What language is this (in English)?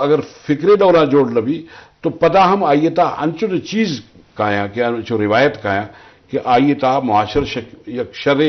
Eastern Balochi